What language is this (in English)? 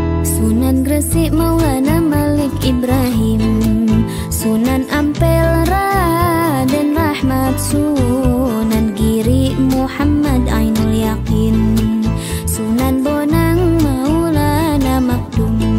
Indonesian